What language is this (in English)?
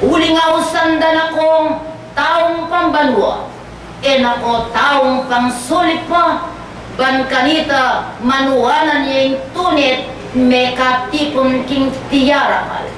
Pampanga